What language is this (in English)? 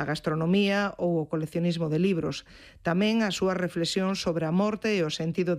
Galician